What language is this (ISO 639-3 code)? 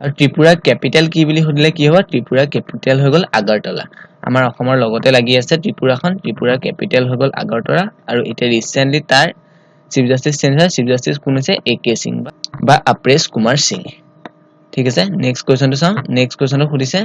asm